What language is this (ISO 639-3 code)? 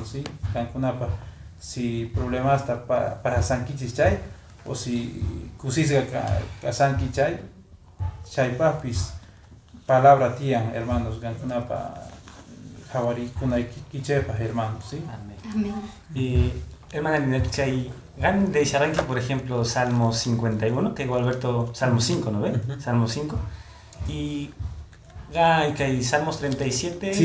que